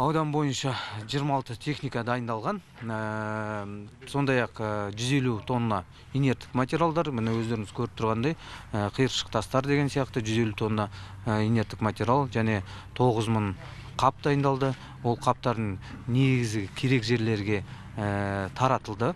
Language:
Kazakh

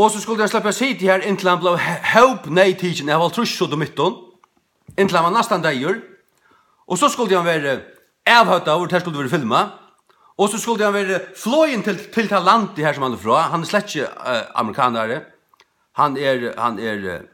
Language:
Faroese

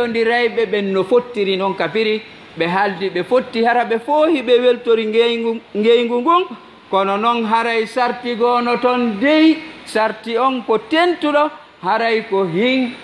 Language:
Fula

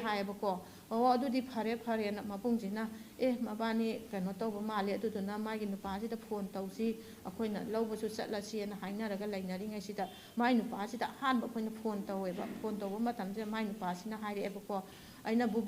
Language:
Manipuri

